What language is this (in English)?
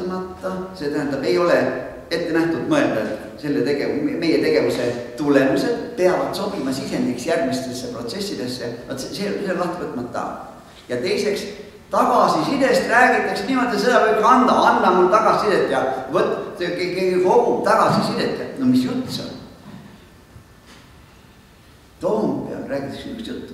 Estonian